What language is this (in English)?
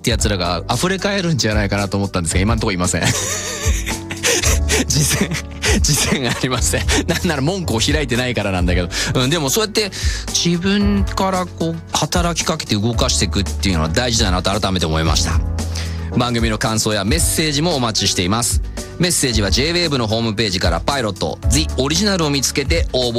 Japanese